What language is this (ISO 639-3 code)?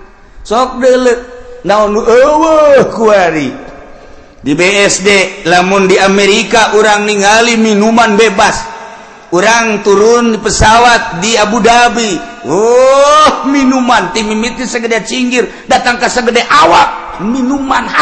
sun